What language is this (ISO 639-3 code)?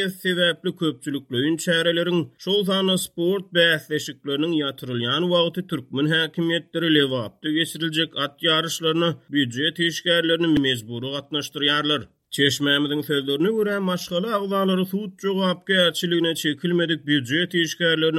tuk